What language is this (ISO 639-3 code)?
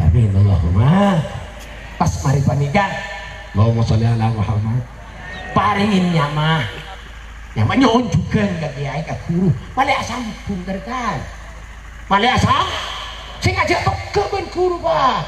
mad